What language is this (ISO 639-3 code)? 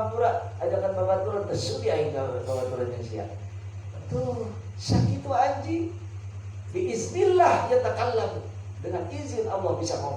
sun